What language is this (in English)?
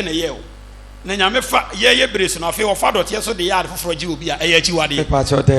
Akan